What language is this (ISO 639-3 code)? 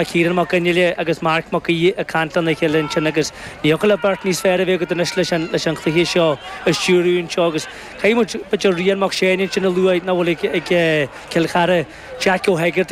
gle